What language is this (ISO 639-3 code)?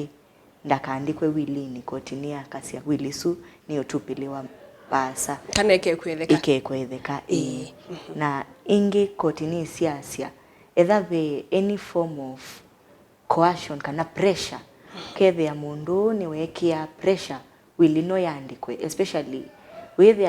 kam